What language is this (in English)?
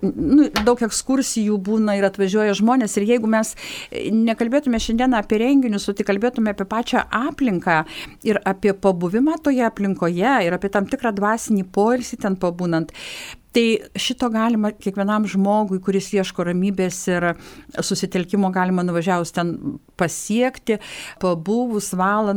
Lithuanian